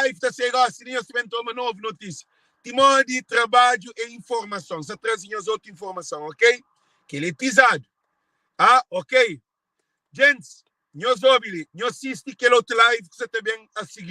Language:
Kabuverdianu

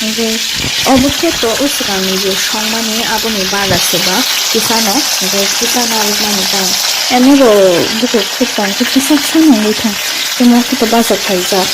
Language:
Kok Borok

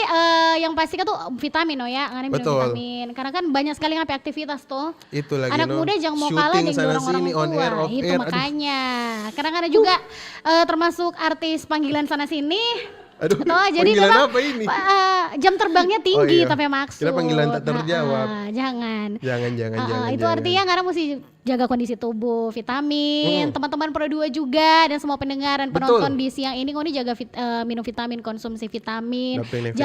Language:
Manado Malay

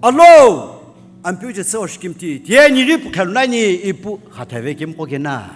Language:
Sumi Naga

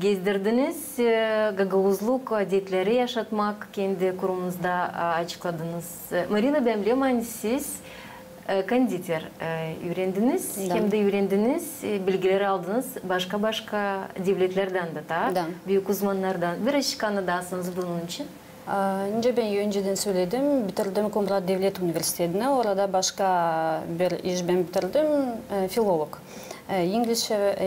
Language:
Gagauz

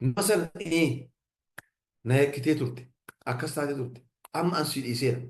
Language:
Oromo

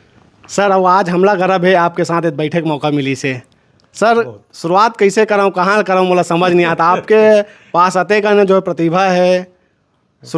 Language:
Chhattisgarhi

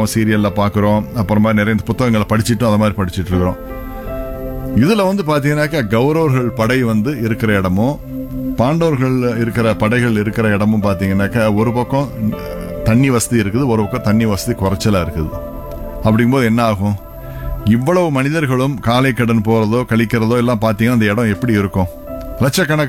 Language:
Tamil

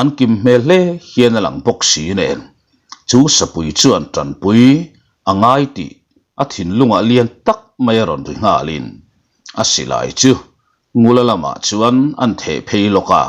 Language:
Mizo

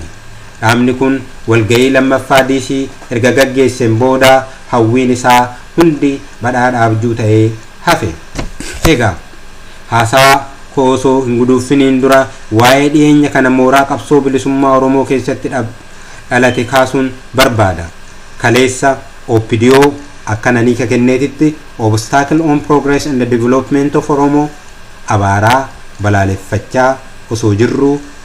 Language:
Oromo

